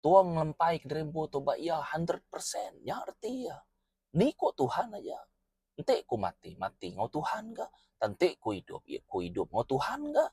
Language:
Iban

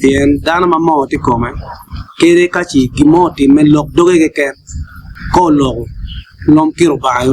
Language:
Acoli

